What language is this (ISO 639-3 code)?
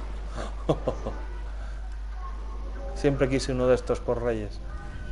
spa